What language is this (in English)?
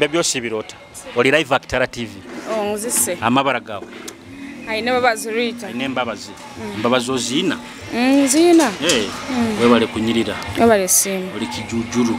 Nyoro